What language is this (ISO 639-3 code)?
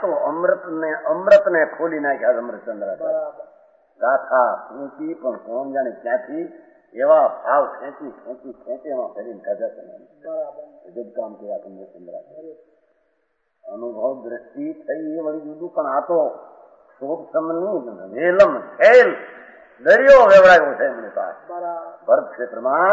guj